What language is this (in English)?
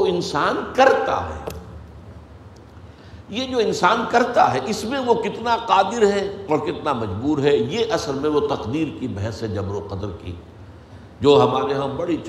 Urdu